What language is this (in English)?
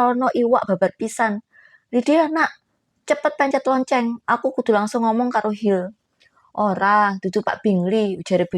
Javanese